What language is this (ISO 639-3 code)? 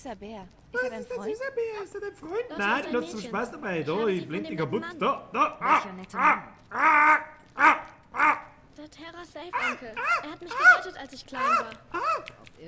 bar